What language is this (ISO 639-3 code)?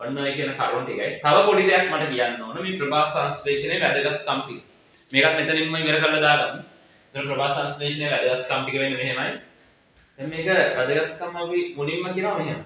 sin